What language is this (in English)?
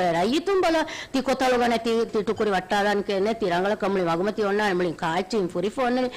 Divehi